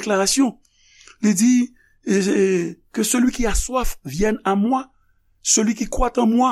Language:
Haitian Creole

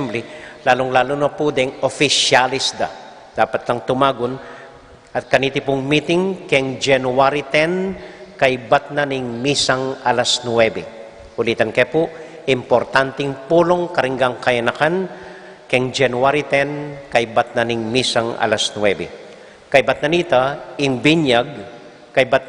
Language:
Pampanga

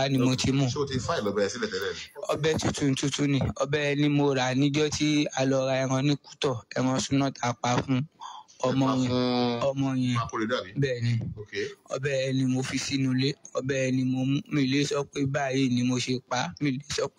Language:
Yoruba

